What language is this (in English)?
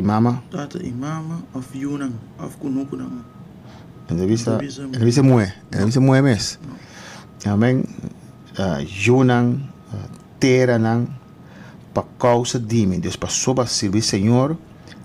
Papiamento